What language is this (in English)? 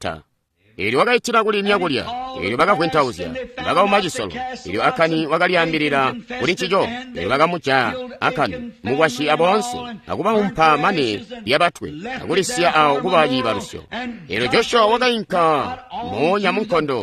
Tonga (Zambia)